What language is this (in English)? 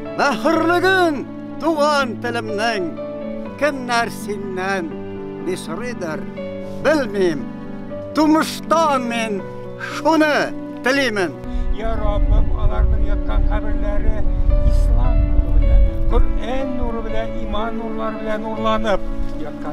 Tatar